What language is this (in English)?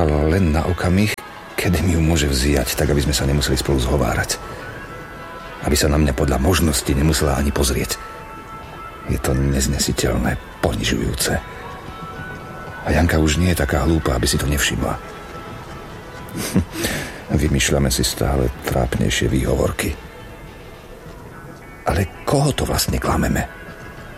Slovak